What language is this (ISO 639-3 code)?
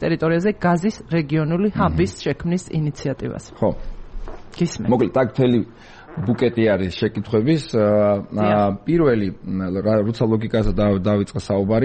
kat